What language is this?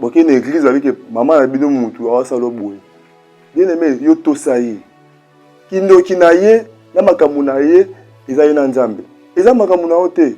Lingala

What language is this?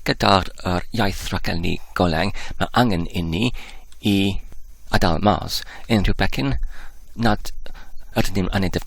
Welsh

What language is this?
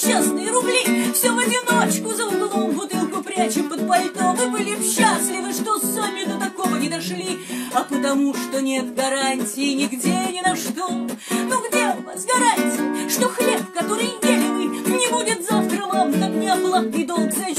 Russian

